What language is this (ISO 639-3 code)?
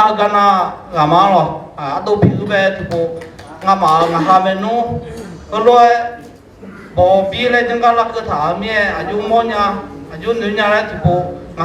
ahk